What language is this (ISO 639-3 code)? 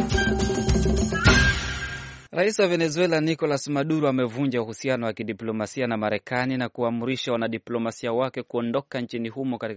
swa